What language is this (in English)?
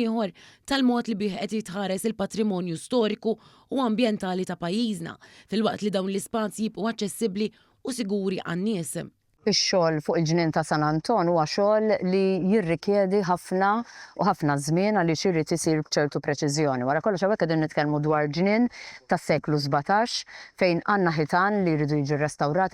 Maltese